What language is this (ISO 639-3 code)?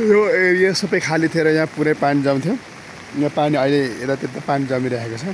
nep